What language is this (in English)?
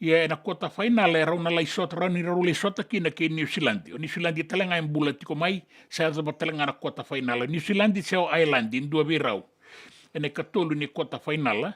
Fijian